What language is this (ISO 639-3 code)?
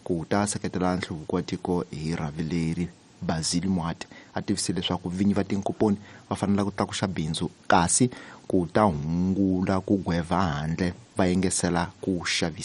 tso